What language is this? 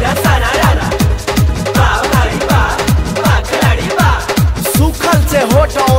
Bhojpuri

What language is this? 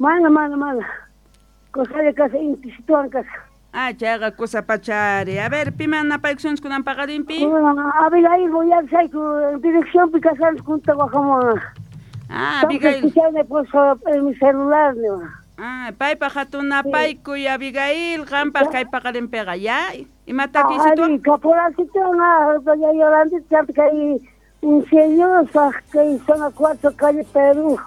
Quechua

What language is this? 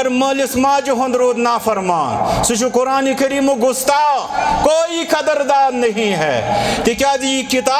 Kashmiri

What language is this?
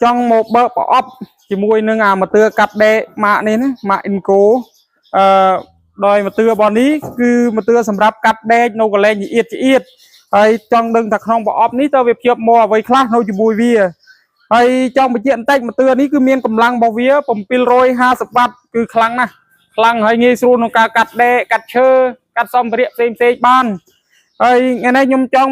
Khmer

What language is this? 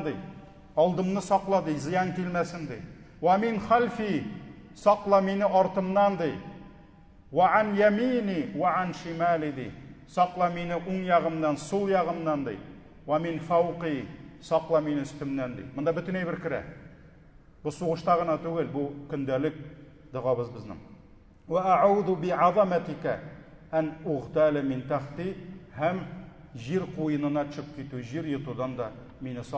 Tatar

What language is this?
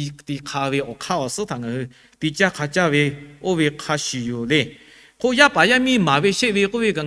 Lahu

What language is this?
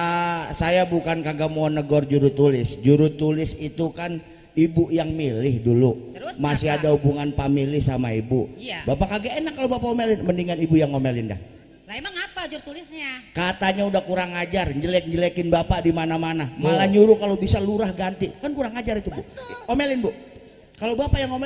Betawi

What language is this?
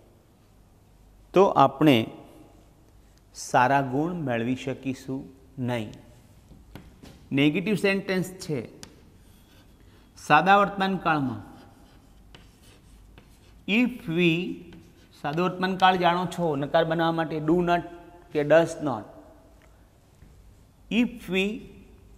Gujarati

